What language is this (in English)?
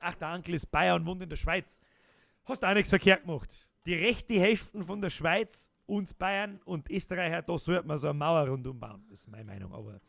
Bavarian